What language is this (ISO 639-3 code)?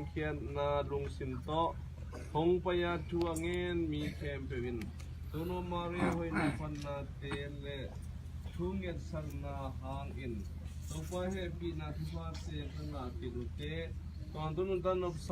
ctd